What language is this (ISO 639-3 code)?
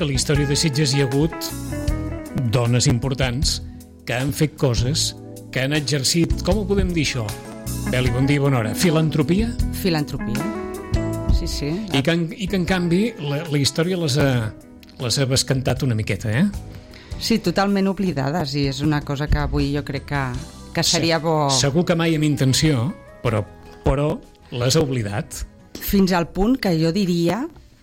cat